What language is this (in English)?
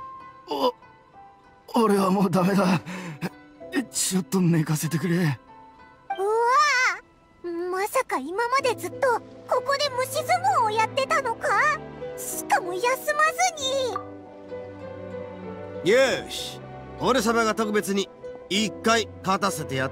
Japanese